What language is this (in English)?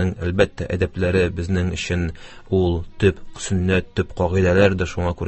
Tatar